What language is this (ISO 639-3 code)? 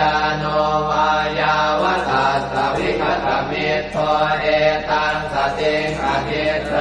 pli